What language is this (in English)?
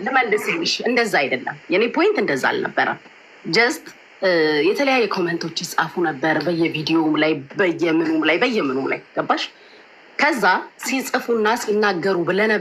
Amharic